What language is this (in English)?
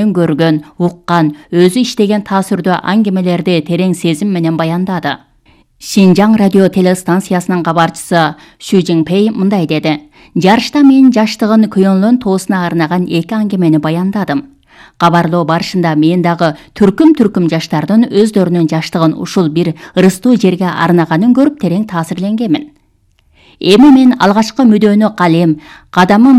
Kyrgyz